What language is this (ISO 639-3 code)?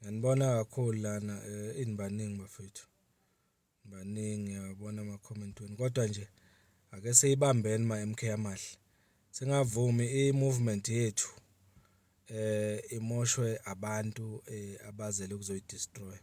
zul